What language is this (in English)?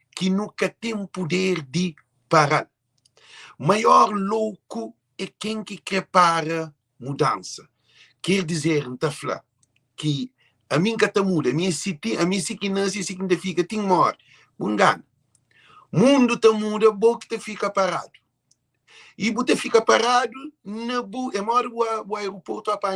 Kabuverdianu